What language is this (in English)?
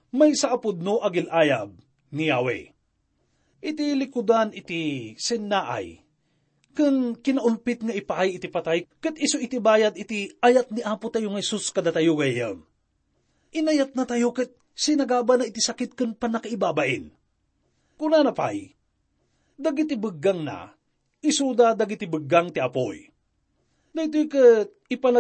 Iloko